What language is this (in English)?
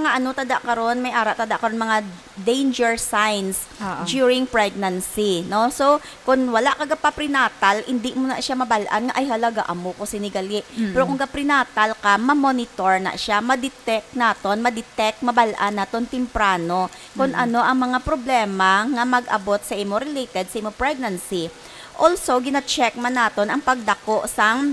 Hiligaynon